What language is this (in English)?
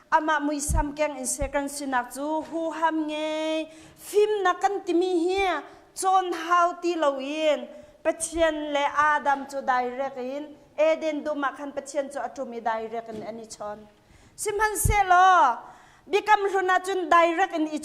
Hakha Chin